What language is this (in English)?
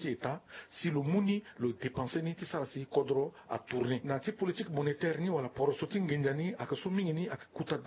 Sango